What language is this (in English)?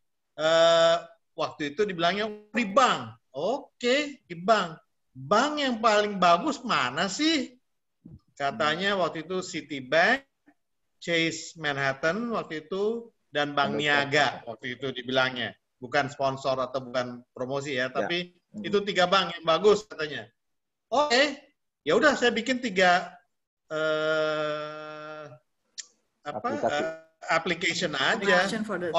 Indonesian